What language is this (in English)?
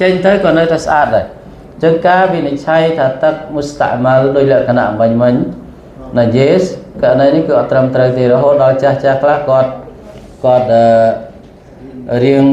Khmer